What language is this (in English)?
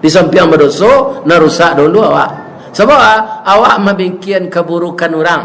Minangkabau